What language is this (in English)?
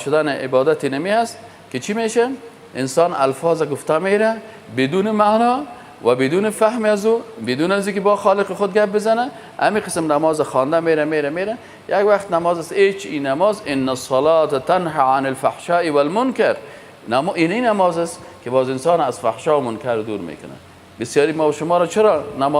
Persian